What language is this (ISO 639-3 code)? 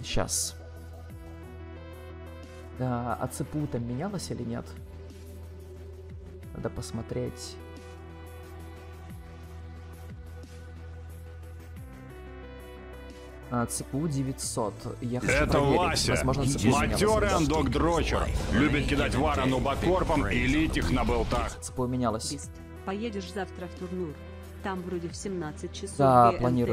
rus